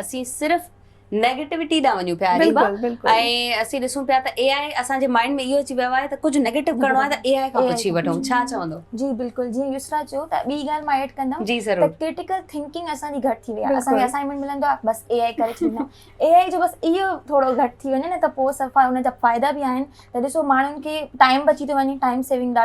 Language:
Sindhi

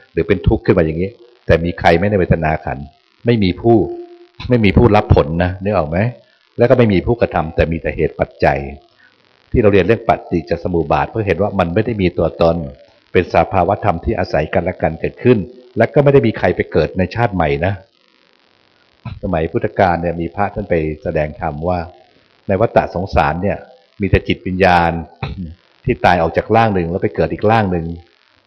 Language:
Thai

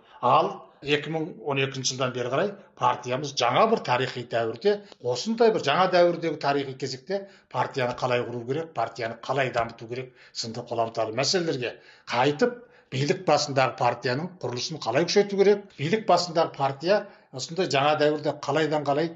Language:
Kazakh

